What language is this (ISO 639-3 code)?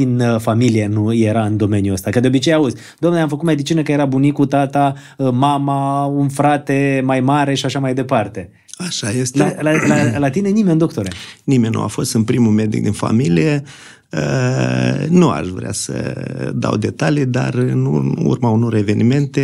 ron